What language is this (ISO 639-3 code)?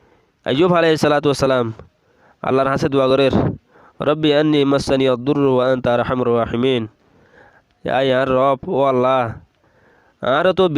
rhg